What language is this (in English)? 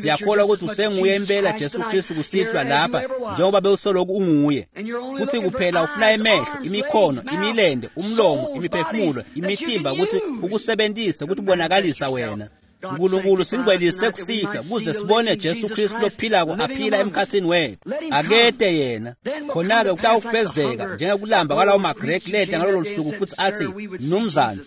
Swati